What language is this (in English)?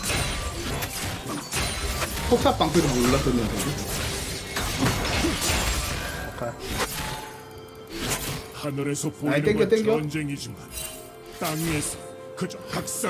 Korean